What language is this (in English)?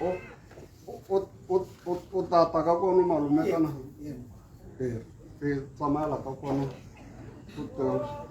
Tswana